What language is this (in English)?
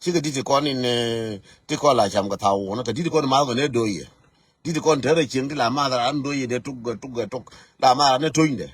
Nuer